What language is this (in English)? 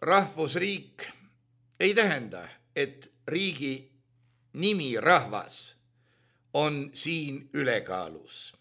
Estonian